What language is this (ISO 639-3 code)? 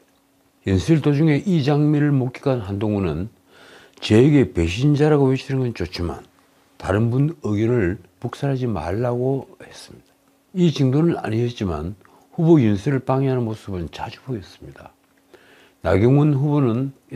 kor